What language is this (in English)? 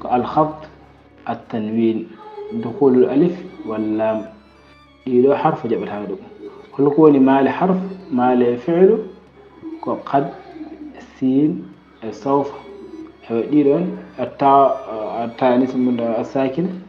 Fula